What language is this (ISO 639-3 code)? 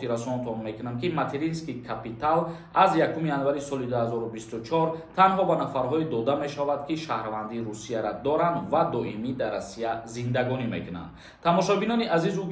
tgk